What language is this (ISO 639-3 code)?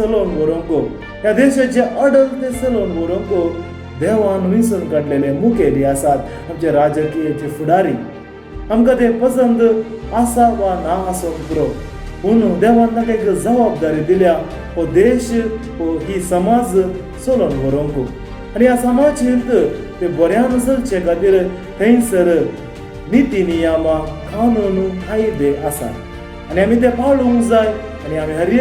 kok